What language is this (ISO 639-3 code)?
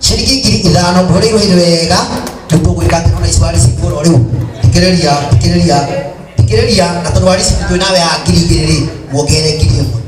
kik